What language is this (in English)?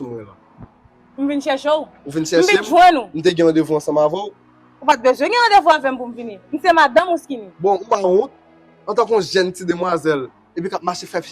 Haitian Creole